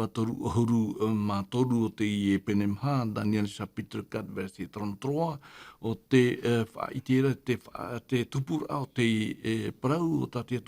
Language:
Tahitian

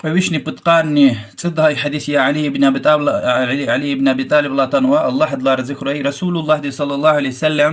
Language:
Lezghian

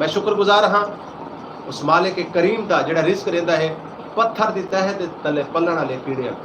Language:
Saraiki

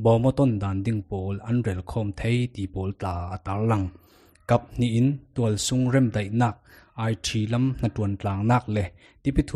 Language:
Falam Chin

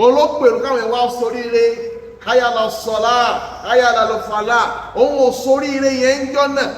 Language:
Yoruba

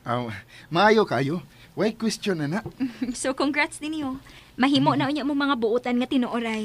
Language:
Cebuano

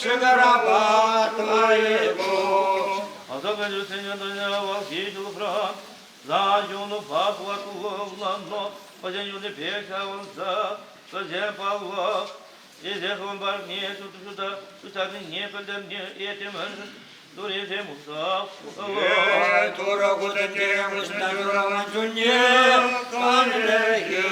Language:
Chuvash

